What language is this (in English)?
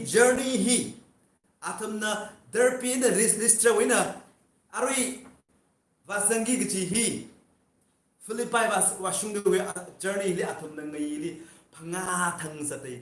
Tangkhul Naga (India)